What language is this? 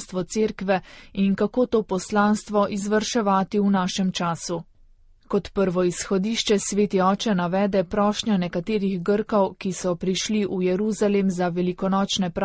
Slovenian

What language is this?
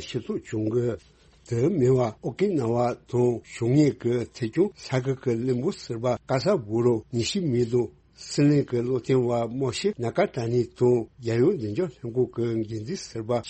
Tibetan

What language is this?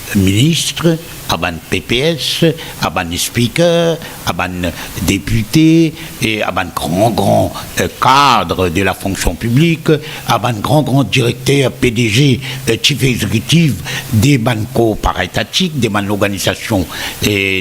Morisyen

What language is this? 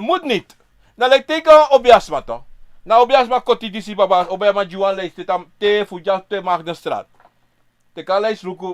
Sranan Tongo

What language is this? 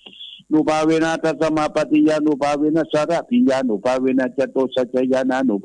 Pali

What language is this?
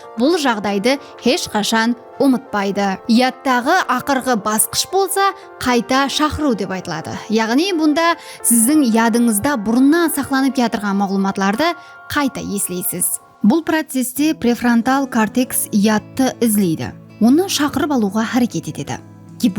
Kara-Kalpak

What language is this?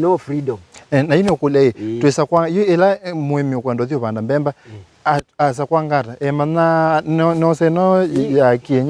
Kamba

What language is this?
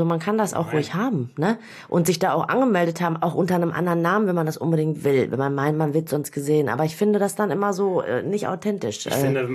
German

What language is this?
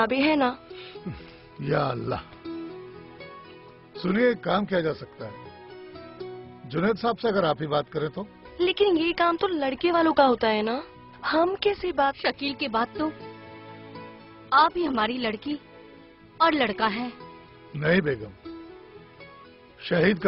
Hindi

